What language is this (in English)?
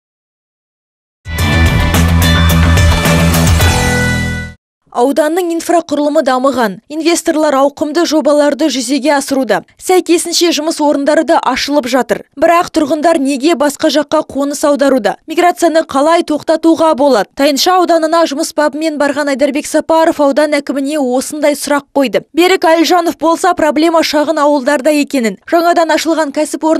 Kazakh